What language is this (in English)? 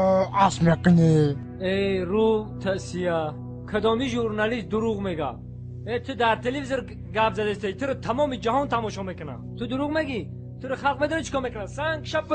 Tajik